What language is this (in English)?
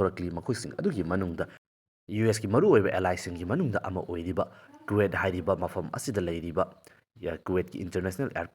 Manipuri